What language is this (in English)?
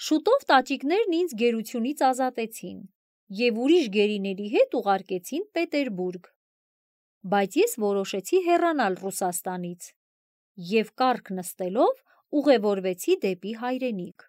Armenian